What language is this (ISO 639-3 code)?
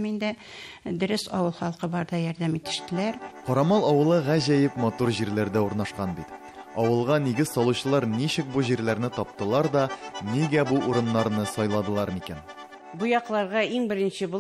tat